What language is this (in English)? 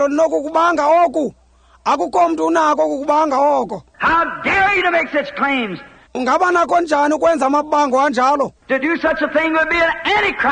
Xhosa